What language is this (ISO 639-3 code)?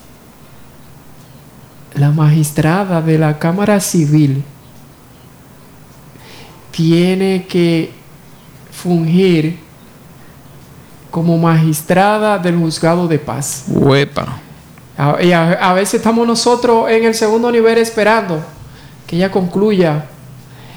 spa